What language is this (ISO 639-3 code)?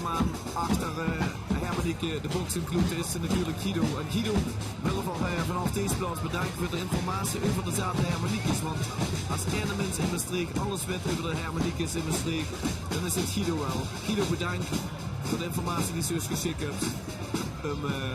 lim